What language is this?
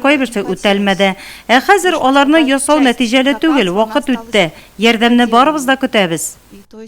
Tatar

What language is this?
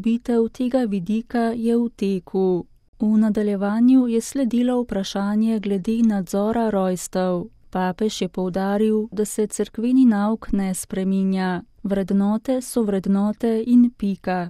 Slovenian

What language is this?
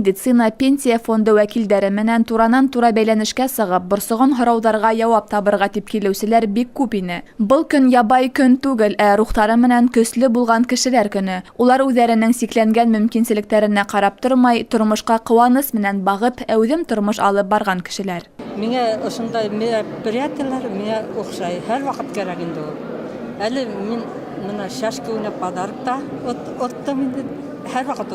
Bashkir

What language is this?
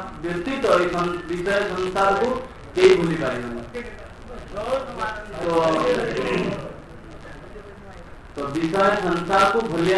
Odia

